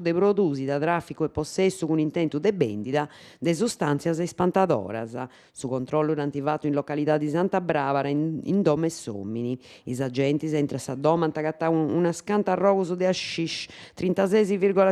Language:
Sardinian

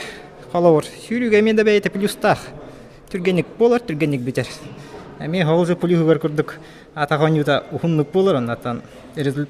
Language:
Yakut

